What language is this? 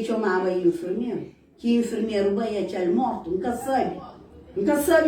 Kabuverdianu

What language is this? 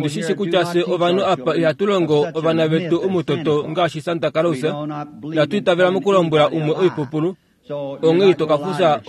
Kuanyama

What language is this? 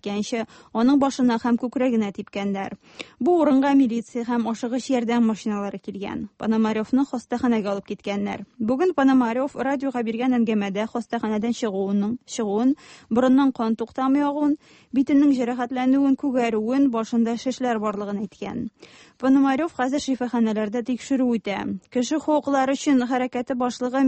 Tatar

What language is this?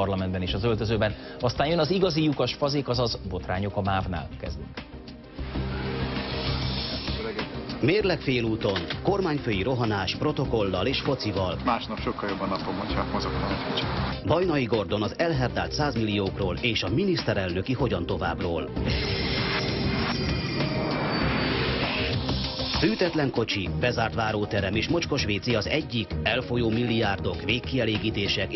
Hungarian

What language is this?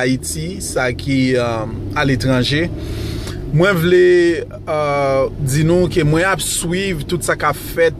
Haitian Creole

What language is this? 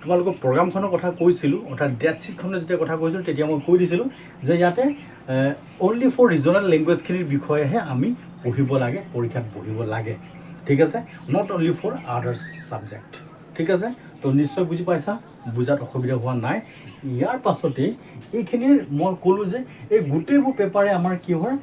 Assamese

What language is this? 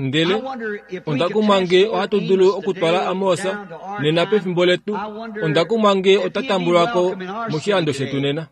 Kuanyama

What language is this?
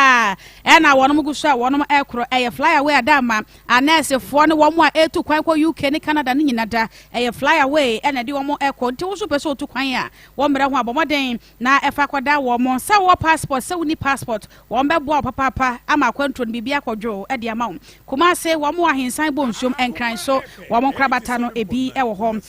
Akan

